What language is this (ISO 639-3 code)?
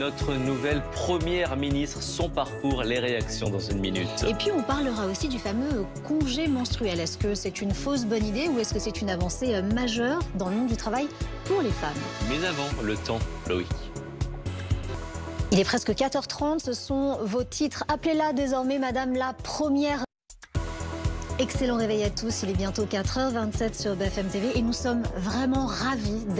fra